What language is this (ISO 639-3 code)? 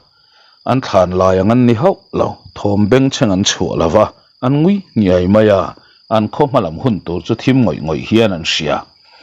lus